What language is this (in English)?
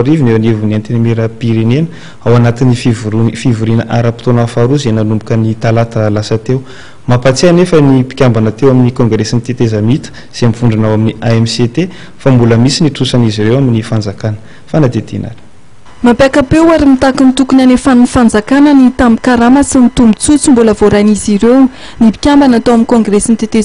Malagasy